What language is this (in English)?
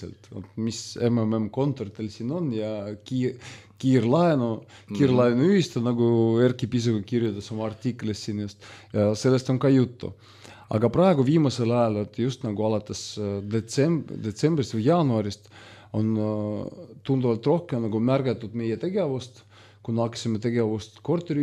Estonian